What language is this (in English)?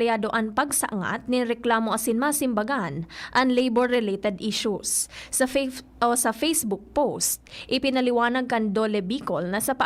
Bikol